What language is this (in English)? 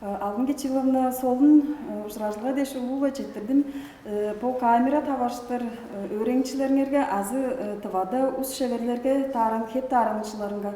Tuvinian